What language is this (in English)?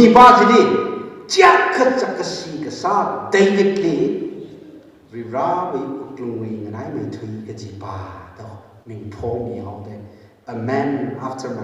Tangkhul Naga (India)